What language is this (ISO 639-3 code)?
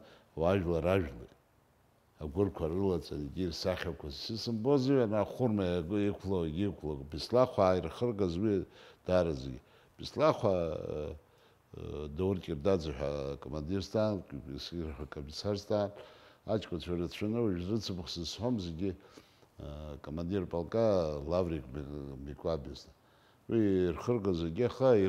abk